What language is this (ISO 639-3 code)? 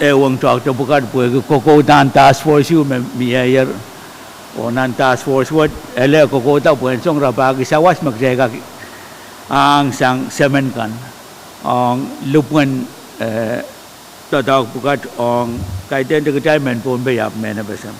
pon